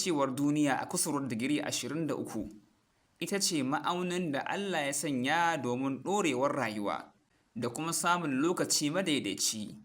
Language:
Hausa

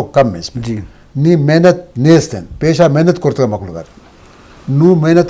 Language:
Eastern Balochi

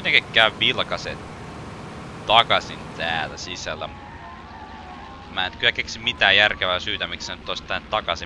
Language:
Finnish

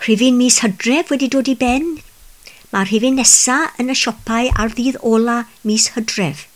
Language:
Welsh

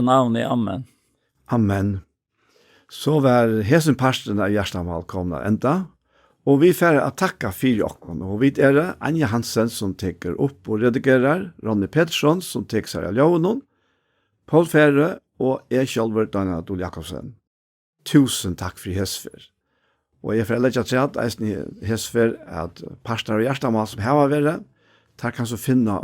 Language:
Faroese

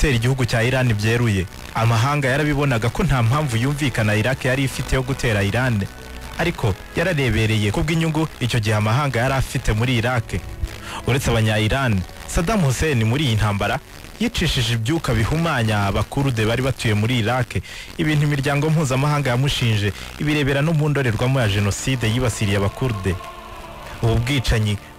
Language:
Kinyarwanda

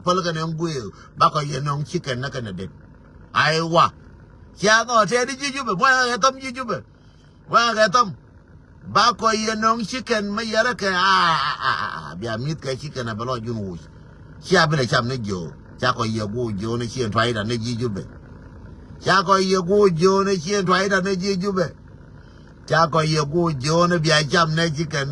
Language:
Nuer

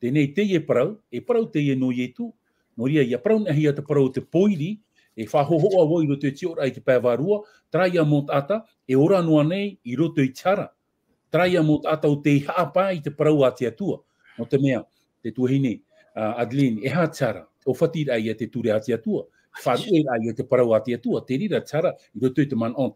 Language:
Tahitian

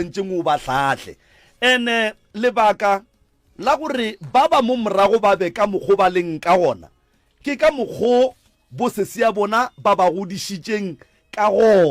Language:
Northern Sotho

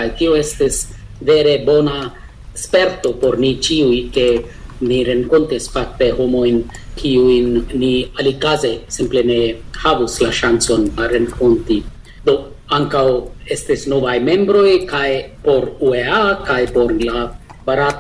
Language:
Esperanto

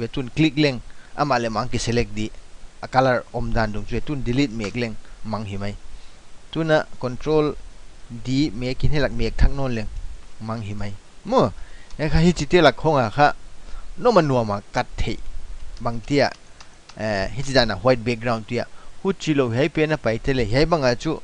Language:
Paite Chin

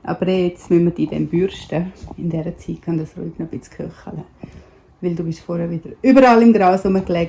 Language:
Swiss German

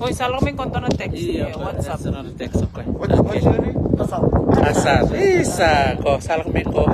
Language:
Fijian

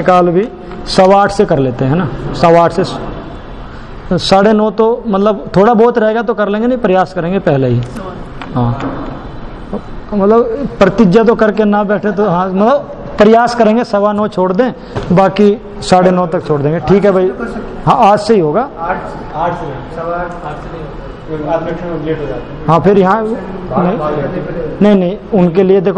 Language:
Hindi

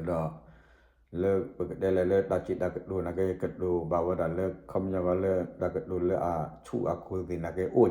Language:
S'gaw Karen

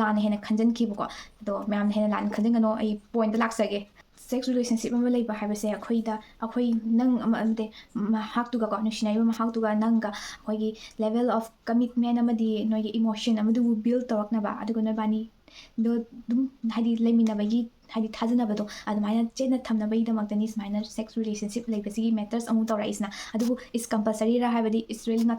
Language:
Manipuri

